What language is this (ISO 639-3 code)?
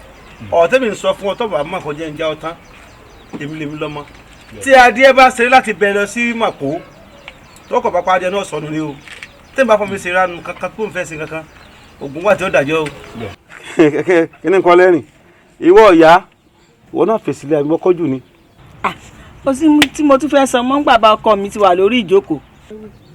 yor